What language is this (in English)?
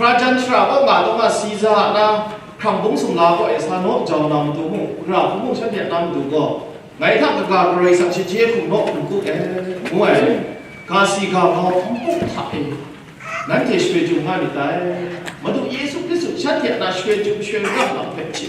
Kachin